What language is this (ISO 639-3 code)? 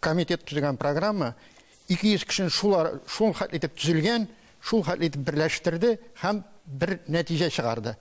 tat